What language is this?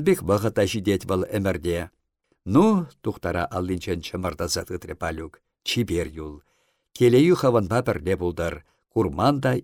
Chuvash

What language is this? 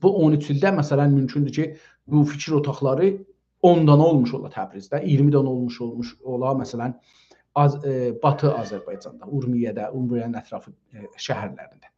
South Azerbaijani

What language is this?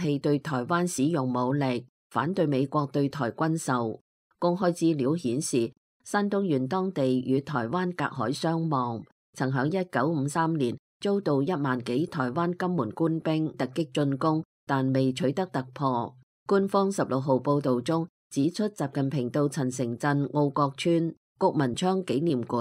Cantonese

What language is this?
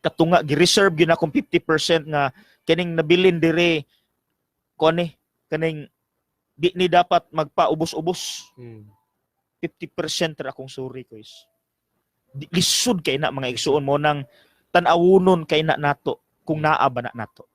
Cebuano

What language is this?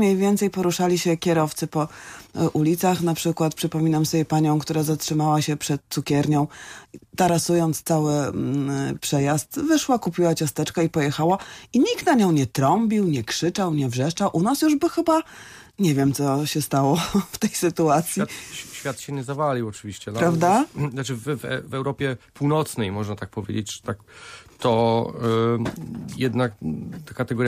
Polish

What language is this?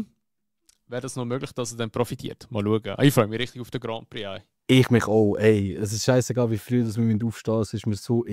Swiss German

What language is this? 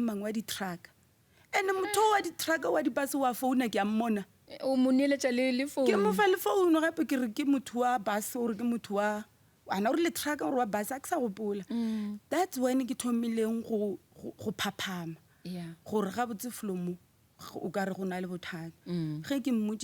Northern Sotho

